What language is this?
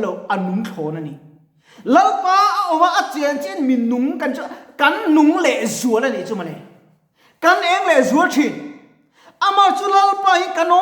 Mizo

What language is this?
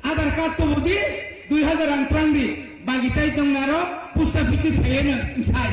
Kok Borok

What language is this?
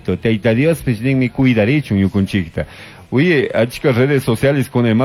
Chimborazo Highland Quichua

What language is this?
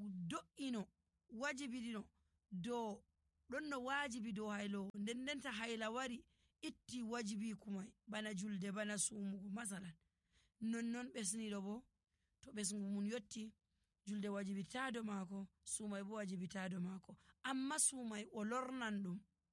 Nigerian Fulfulde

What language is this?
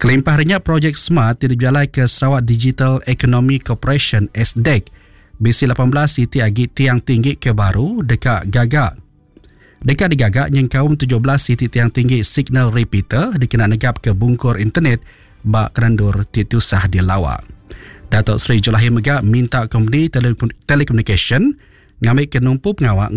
Iban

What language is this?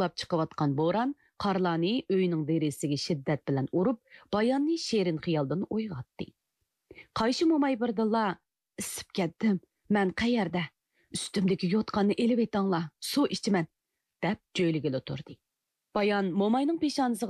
Uyghur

